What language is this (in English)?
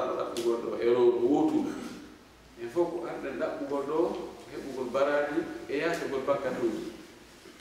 Fula